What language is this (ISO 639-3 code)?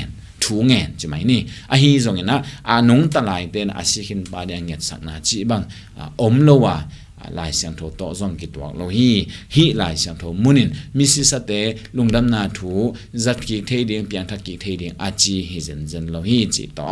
ctd